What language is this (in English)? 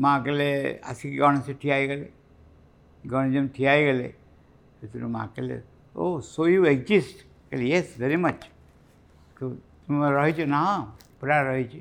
Odia